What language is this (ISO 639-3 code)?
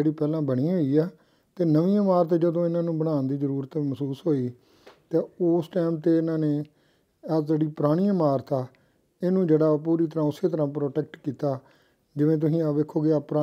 pan